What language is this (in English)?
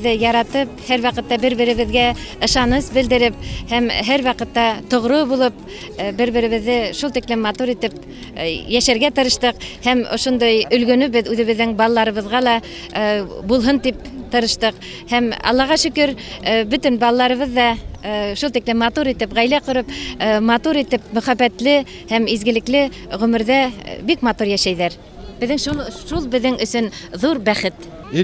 Bashkir